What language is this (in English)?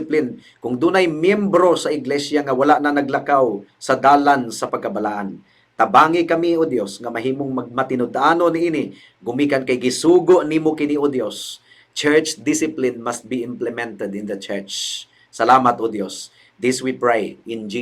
Cebuano